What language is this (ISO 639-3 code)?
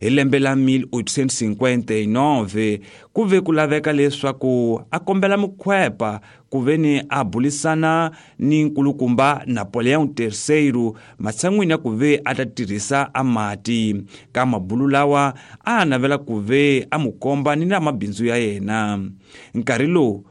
tso